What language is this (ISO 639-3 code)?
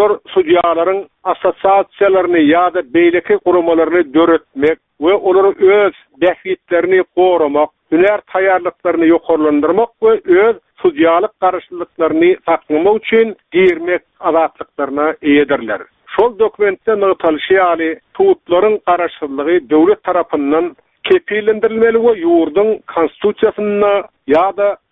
tuk